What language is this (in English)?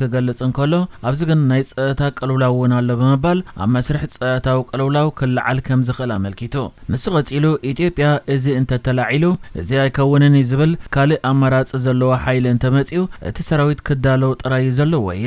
Tigrinya